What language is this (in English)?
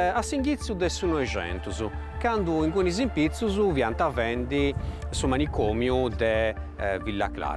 Sardinian